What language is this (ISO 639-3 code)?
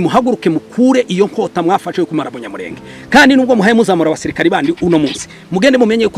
run